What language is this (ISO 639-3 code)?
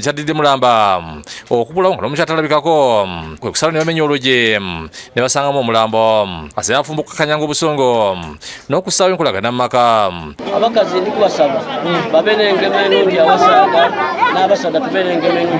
lug